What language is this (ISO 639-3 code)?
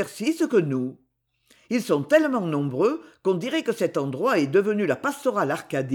fra